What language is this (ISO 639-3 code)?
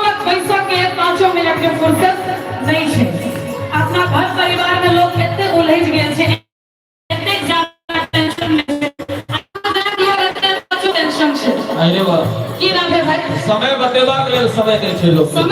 mai